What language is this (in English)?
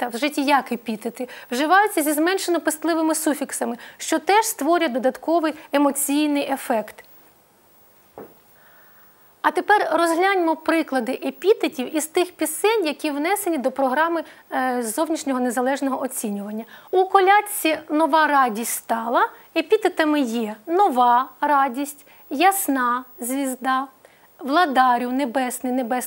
Ukrainian